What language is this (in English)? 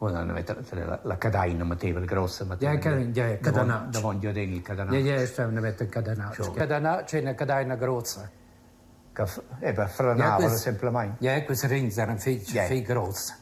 Romansh